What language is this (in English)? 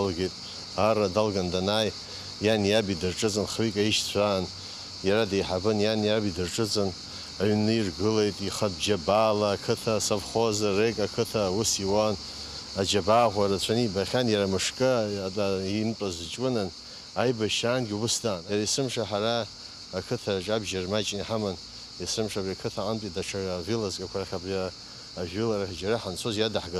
Abkhazian